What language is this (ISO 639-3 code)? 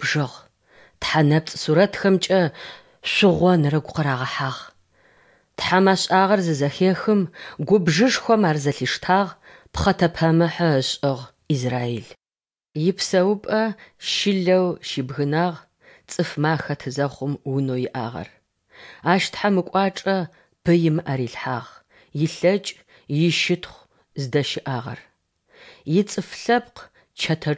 ady